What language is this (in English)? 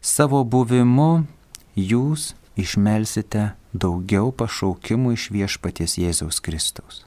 Lithuanian